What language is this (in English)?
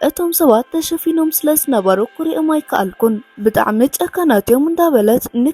Tigrinya